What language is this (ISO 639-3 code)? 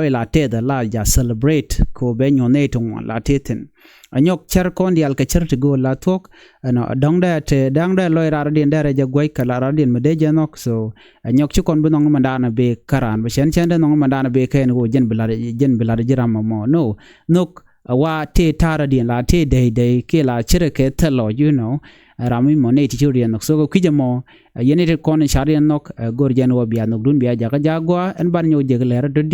nus